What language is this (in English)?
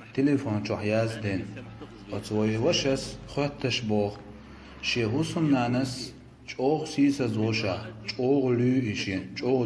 Chechen